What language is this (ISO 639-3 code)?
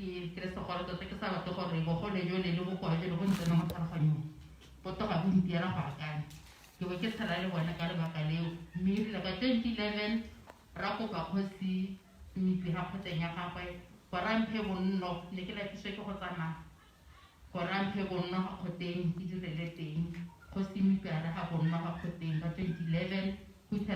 tsn